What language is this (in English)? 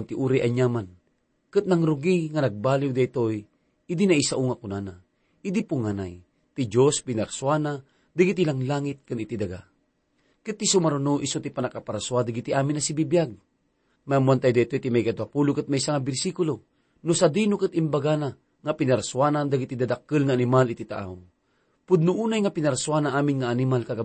Iloko